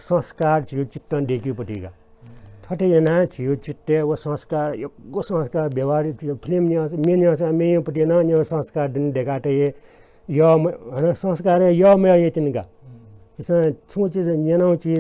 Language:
Newari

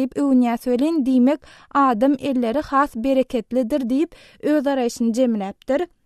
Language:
Turkmen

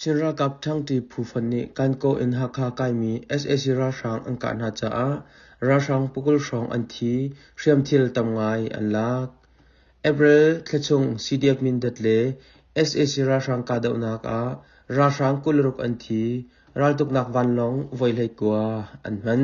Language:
Hakha Chin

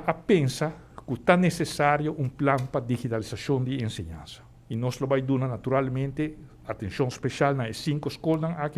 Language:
Papiamento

